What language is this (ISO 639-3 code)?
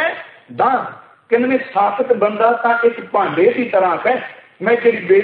pan